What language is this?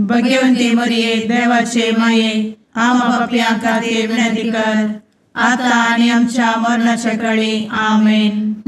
Konkani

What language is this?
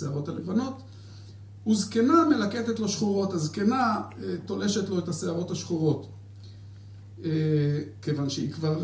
Hebrew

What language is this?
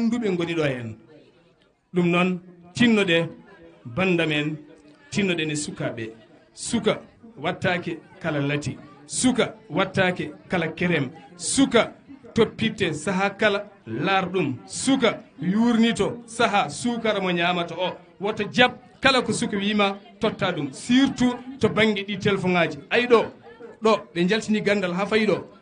Fula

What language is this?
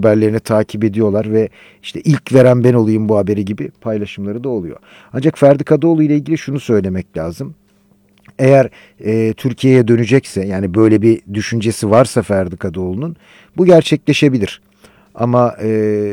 Turkish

